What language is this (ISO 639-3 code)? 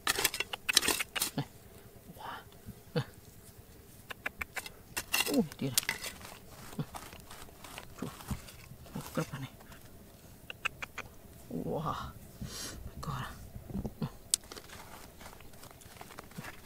msa